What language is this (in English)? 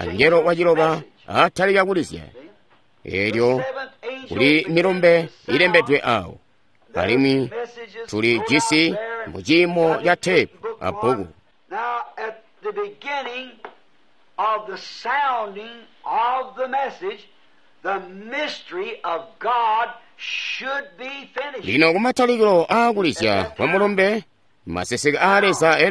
Tonga (Zambia)